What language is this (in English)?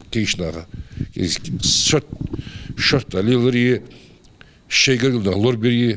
Ingush